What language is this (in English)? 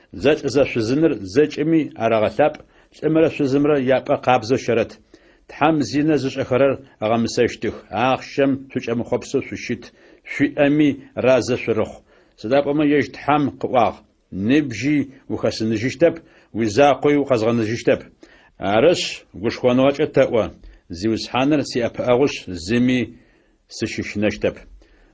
Adyghe